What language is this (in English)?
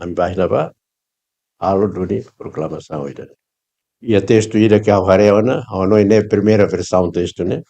Tetum